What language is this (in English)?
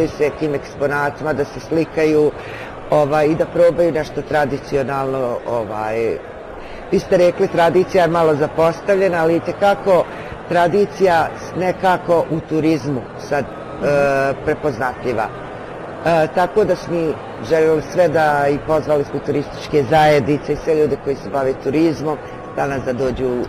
Bosnian